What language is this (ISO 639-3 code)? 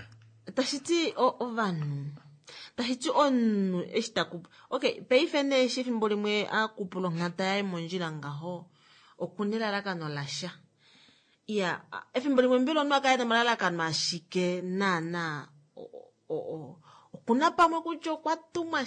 kua